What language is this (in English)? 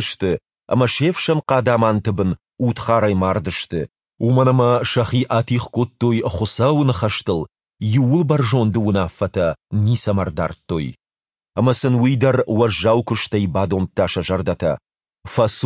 Ossetic